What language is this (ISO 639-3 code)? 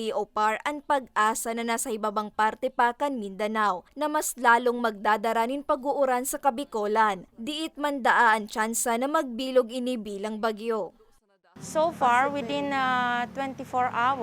bik